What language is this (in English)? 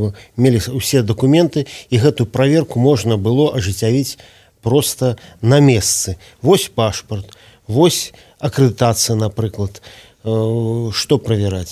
Belarusian